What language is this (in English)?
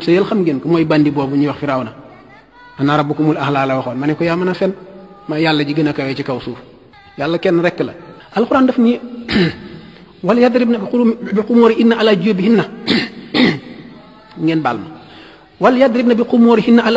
Wolof